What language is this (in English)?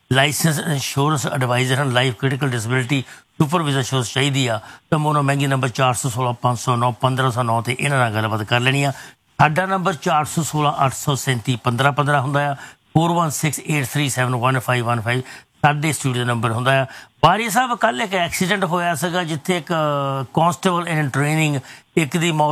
Punjabi